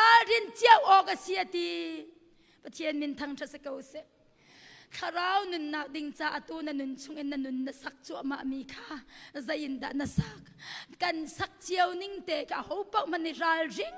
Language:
Hakha Chin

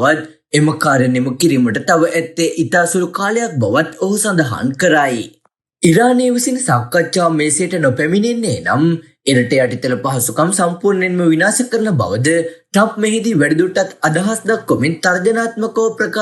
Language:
Sinhala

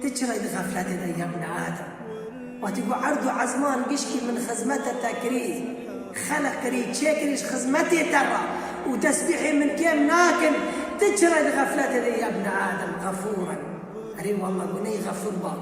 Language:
Kurdish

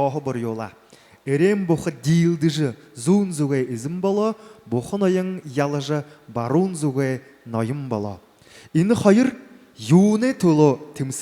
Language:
Buriat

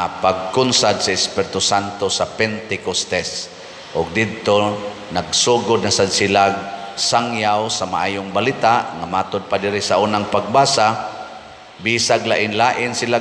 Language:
Cebuano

